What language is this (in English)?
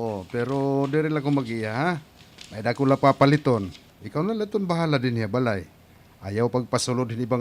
Waray